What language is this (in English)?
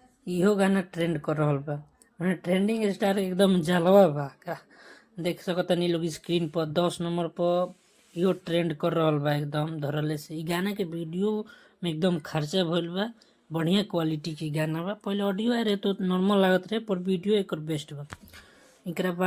Bhojpuri